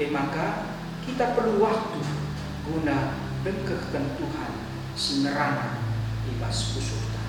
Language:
Batak Karo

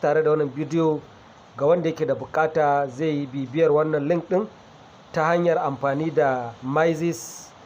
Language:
Hausa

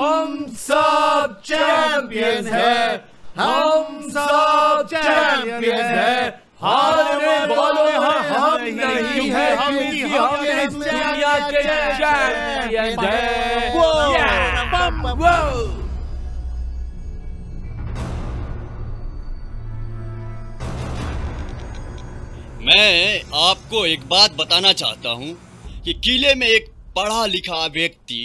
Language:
Hindi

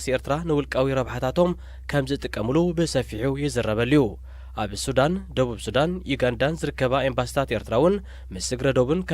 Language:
Tigrinya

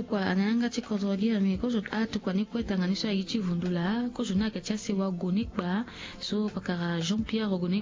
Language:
Sango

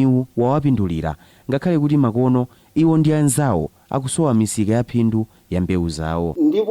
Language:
Nyanja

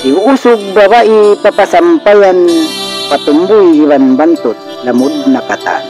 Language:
Tausug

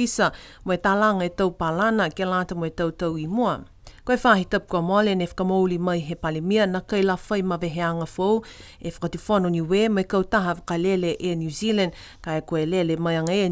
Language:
Niuean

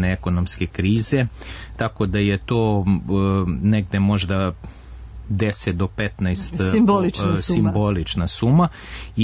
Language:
Serbian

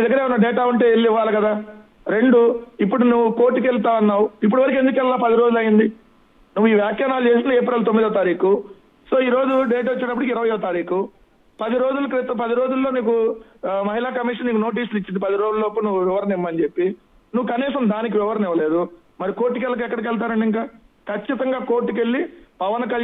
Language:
Telugu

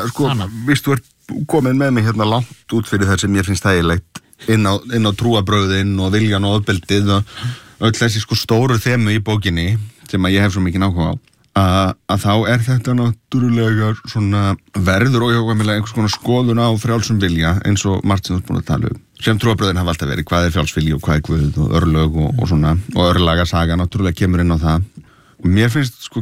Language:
Icelandic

